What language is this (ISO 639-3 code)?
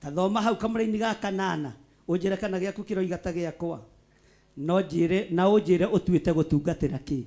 kik